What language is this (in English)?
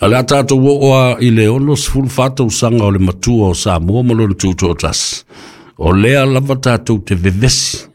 Samoan